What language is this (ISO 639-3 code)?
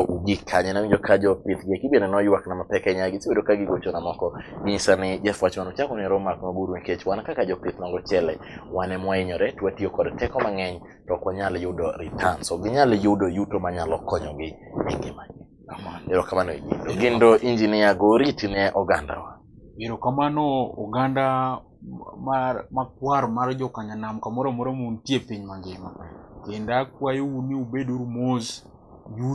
luo